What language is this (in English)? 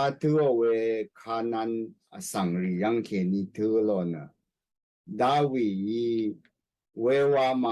Rawang